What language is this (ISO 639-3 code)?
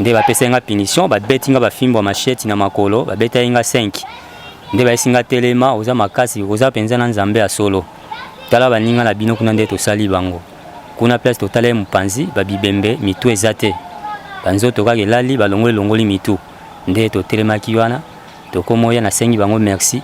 lin